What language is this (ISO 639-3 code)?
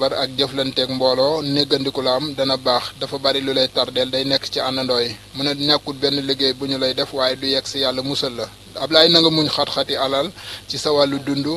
wol